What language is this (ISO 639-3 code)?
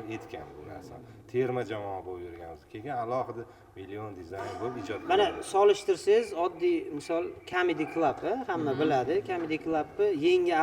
uzb